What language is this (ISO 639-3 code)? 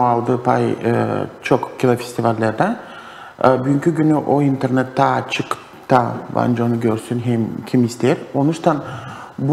gag